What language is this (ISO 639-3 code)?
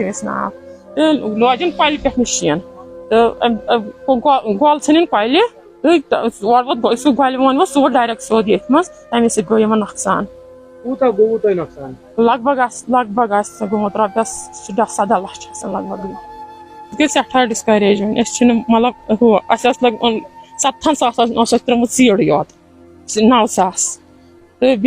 kas